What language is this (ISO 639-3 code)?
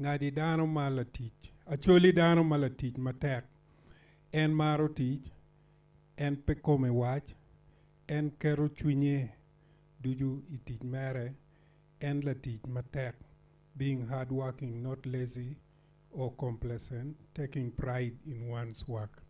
ach